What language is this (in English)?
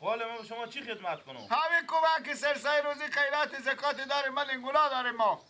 Persian